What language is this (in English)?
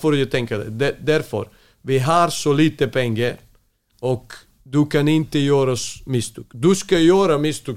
Swedish